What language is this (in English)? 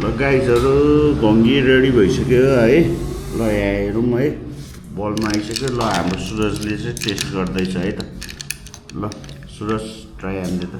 Nepali